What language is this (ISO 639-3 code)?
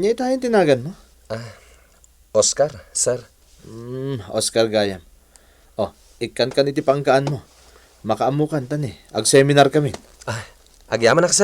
ilo